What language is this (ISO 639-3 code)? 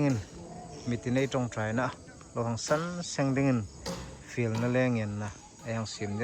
hmr